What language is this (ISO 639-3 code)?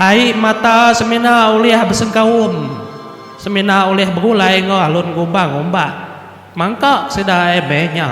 iba